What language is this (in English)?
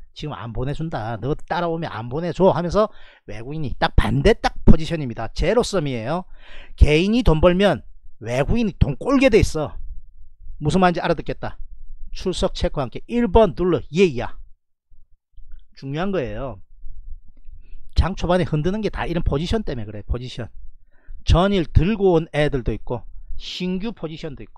Korean